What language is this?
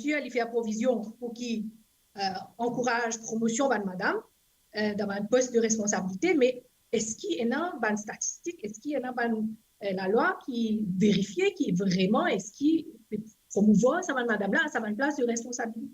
Morisyen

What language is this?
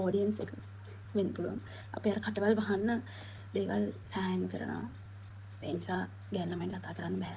Sinhala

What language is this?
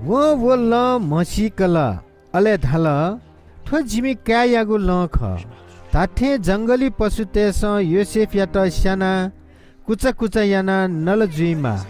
Newari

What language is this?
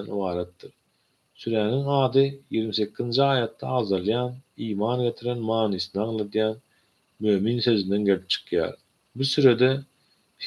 Turkmen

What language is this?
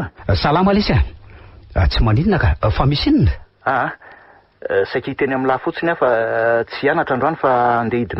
Malagasy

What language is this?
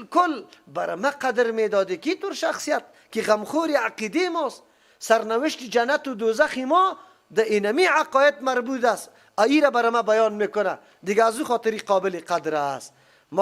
Persian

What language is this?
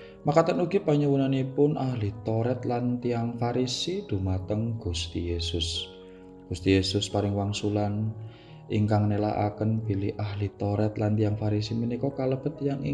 Javanese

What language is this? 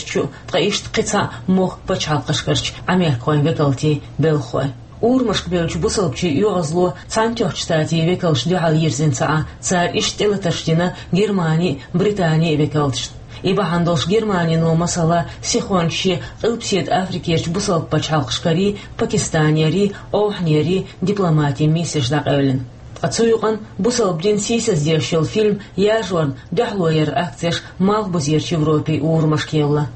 Chechen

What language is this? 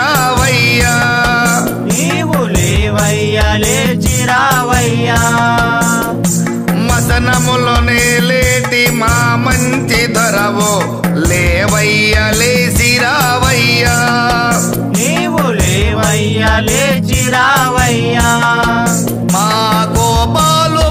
Telugu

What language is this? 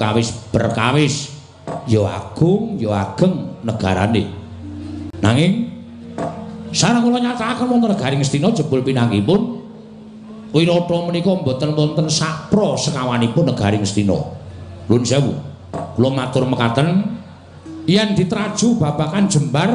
Javanese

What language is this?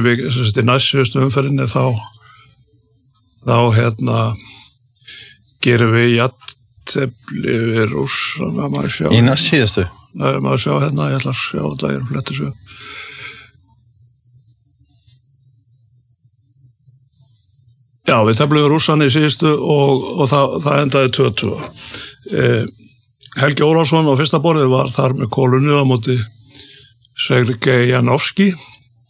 Icelandic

